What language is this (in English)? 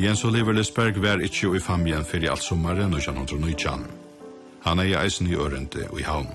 Faroese